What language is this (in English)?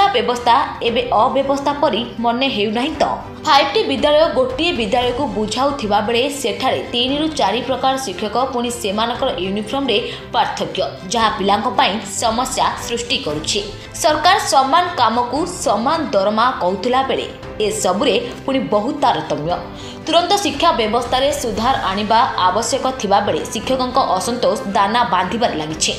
Odia